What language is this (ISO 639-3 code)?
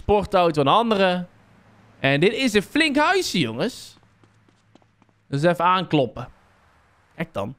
nld